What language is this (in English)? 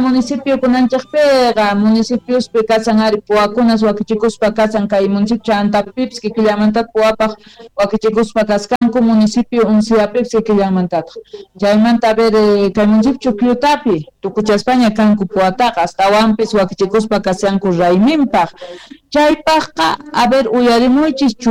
Quechua